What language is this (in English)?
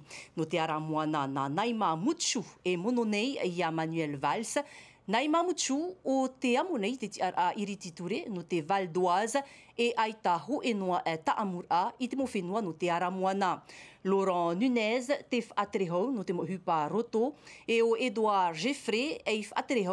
Tahitian